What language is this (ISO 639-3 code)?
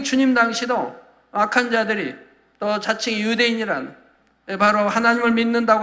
kor